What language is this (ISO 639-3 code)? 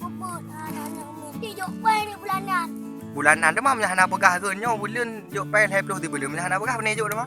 ace